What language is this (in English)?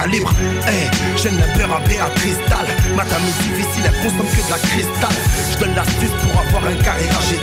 French